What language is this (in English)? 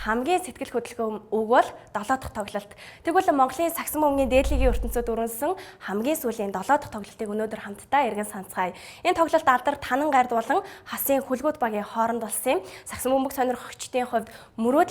Mongolian